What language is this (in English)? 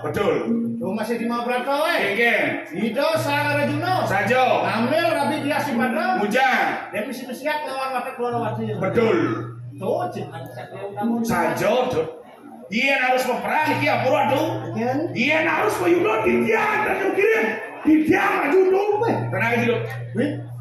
Balinese